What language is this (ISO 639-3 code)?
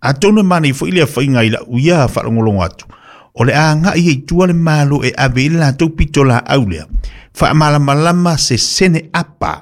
smo